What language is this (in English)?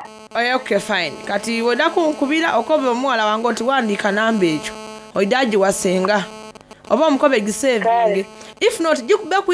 Soga